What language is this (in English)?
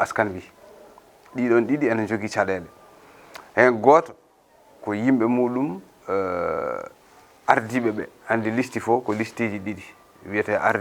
Fula